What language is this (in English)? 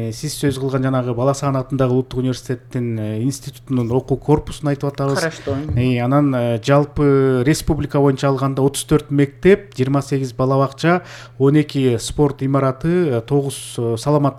Kyrgyz